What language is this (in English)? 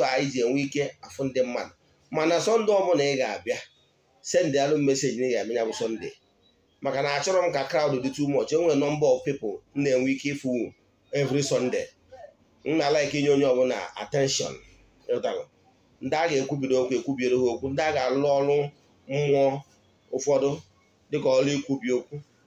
Igbo